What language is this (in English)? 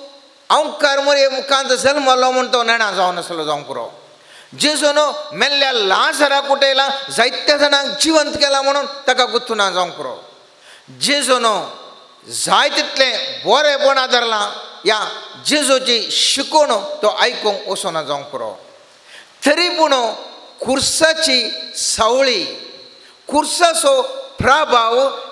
Konkani